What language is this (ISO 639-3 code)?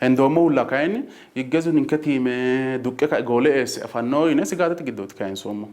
sid